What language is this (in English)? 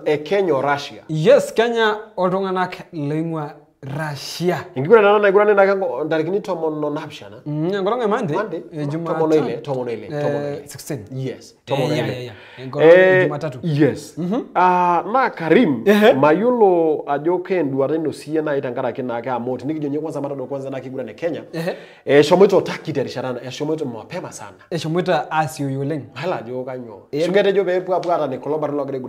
Masai